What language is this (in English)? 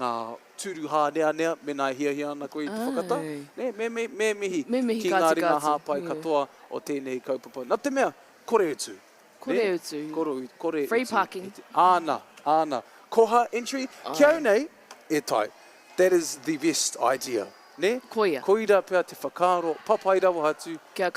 Māori